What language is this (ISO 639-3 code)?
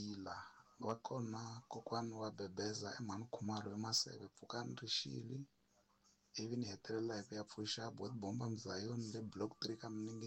tso